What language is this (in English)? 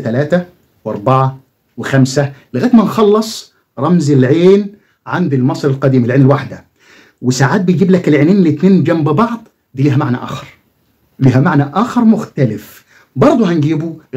Egyptian Arabic